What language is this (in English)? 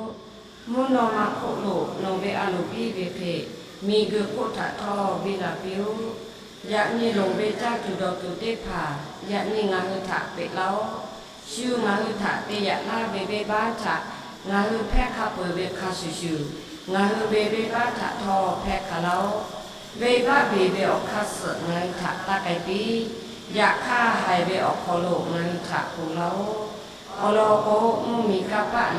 Lahu